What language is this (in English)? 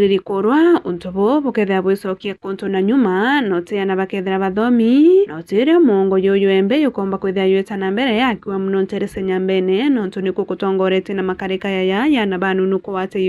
Meru